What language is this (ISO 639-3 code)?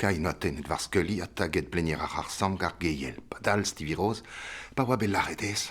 bre